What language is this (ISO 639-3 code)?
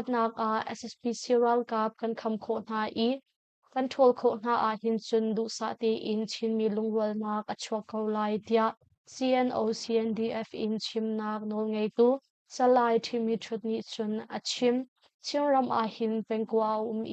cnh